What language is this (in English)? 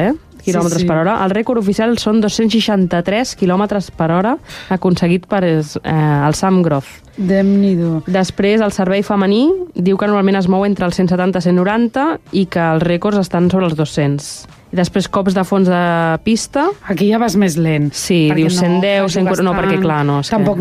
Catalan